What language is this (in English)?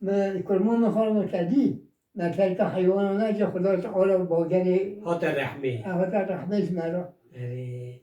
Kurdish